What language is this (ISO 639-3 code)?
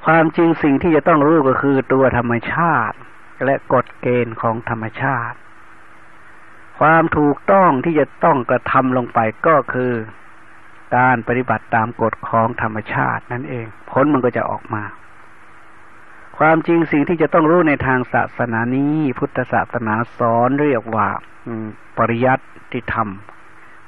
tha